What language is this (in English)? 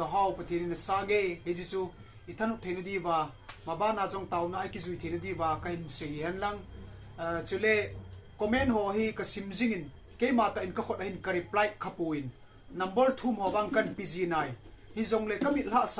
Thado Chin